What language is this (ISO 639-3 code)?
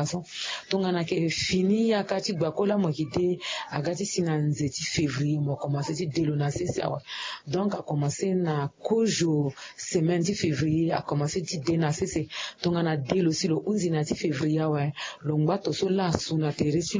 sag